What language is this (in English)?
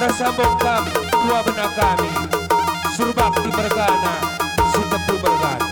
Batak Karo